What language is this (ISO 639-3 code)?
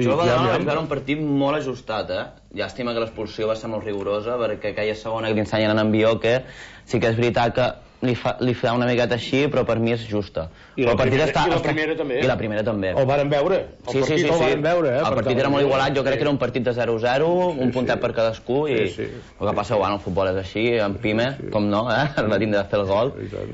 cat